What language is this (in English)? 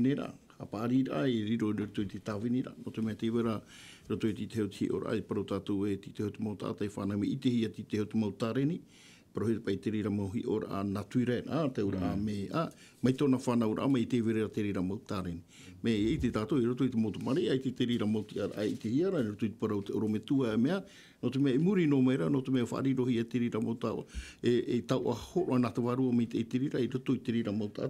Tahitian